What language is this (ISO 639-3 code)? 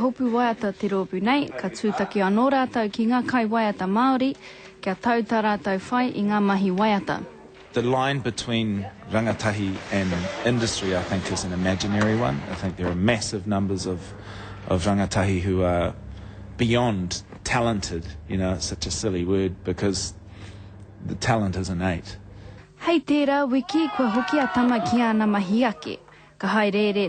mri